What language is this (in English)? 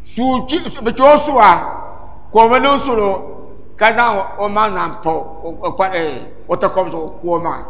Dagbani